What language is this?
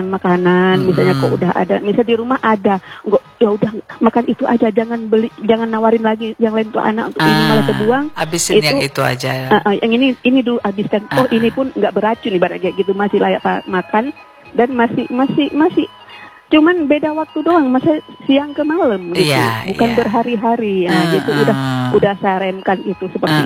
Indonesian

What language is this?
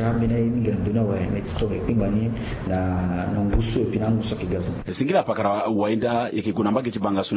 Sango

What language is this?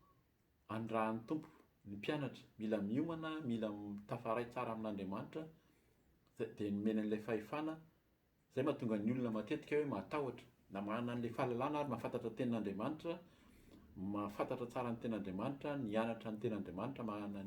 Malagasy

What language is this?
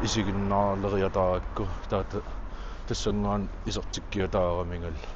Kalaallisut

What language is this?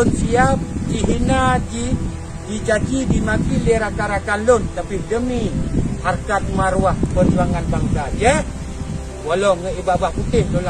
Achinese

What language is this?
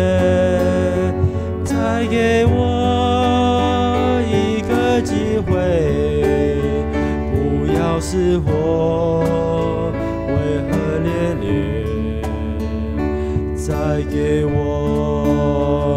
Chinese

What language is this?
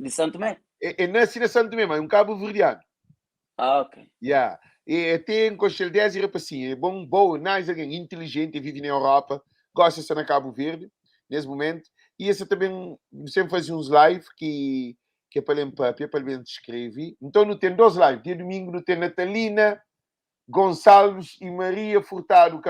Kabuverdianu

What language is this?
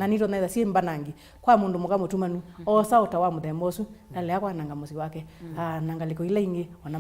Kamba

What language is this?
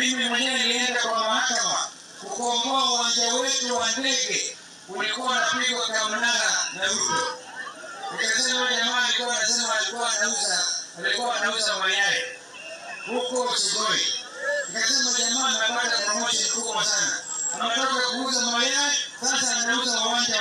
Swahili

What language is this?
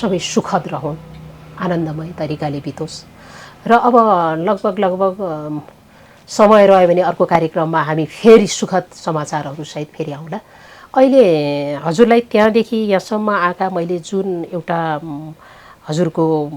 Nepali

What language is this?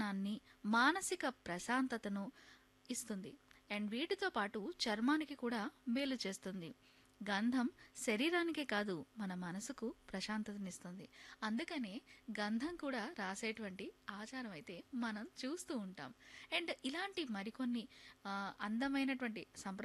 Telugu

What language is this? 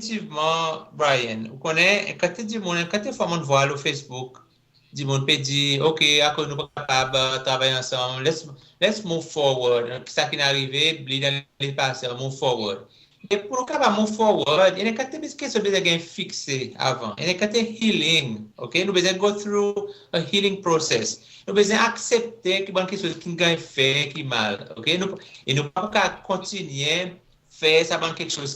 Seselwa Creole French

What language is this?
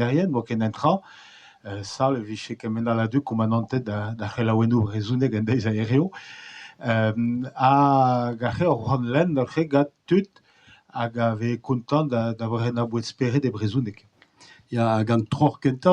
Breton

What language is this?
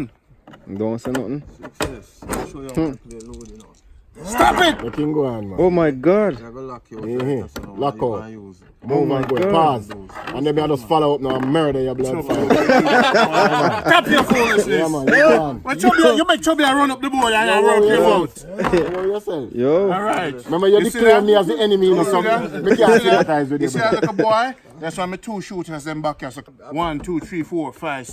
Jamaican Creole English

